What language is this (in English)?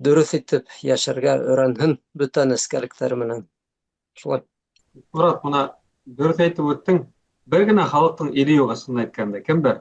Bashkir